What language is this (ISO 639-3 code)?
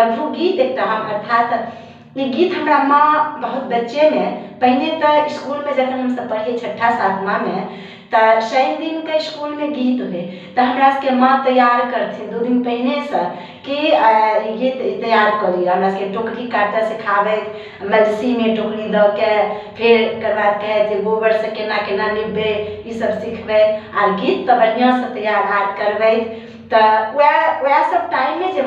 mai